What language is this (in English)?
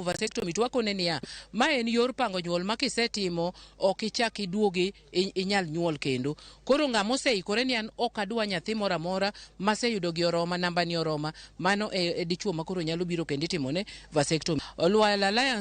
Luo (Kenya and Tanzania)